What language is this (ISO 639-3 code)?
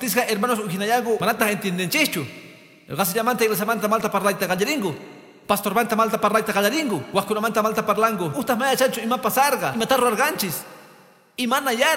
que